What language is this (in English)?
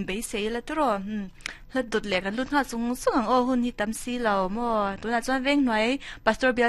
Mizo